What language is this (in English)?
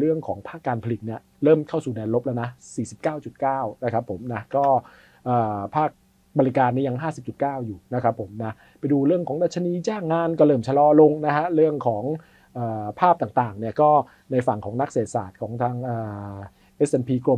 Thai